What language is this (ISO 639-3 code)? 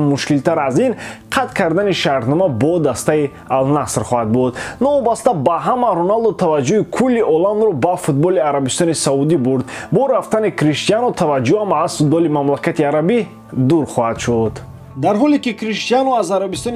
tgk